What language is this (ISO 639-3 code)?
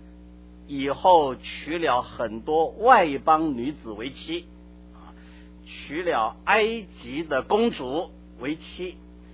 zho